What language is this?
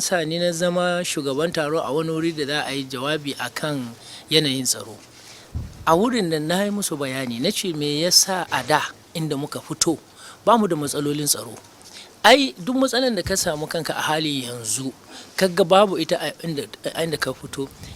Hausa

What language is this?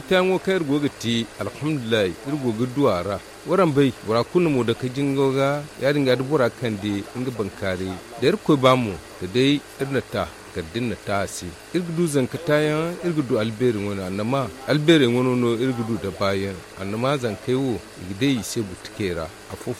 Zarma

